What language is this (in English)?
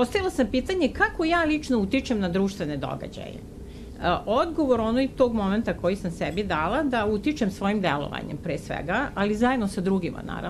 Serbian